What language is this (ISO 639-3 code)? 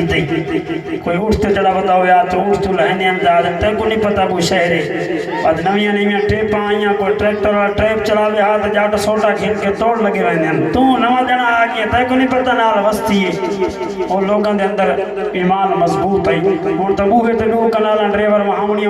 skr